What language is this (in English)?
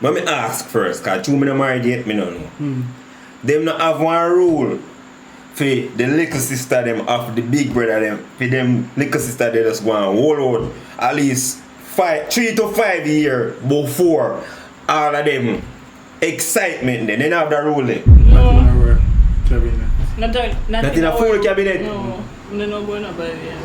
Jamaican Creole English